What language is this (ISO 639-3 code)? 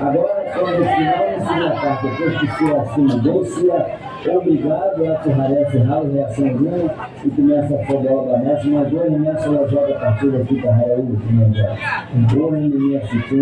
tet